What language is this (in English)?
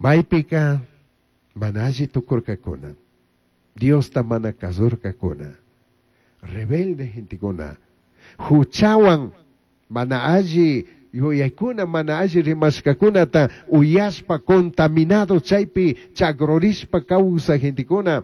Chimborazo Highland Quichua